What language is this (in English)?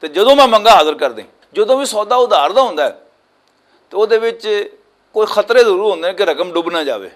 Western Panjabi